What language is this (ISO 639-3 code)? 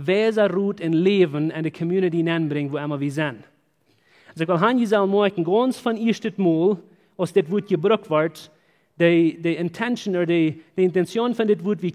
pdt